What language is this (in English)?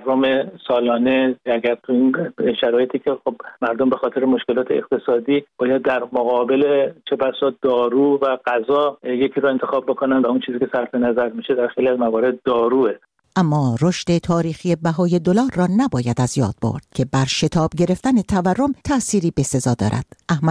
Persian